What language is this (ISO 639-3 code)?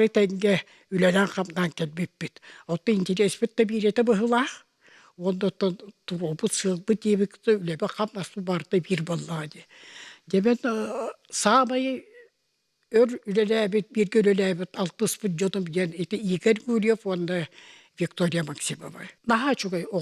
sah